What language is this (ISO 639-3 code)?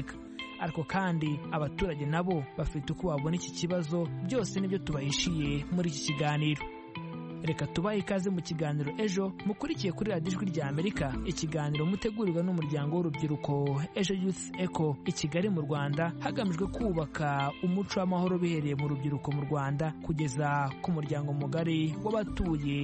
kin